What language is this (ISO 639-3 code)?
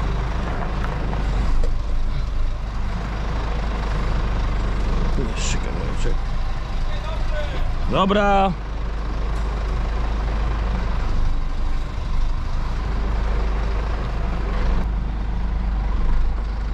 pol